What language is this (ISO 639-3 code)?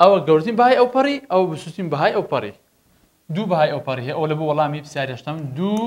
ckb